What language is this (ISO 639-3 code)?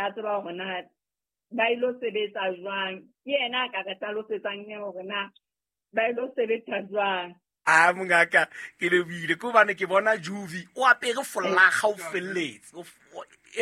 sot